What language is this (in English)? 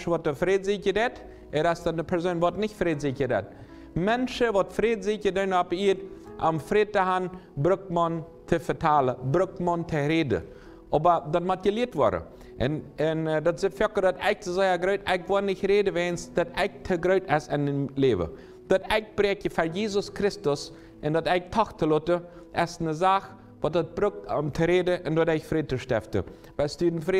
Plautdietsch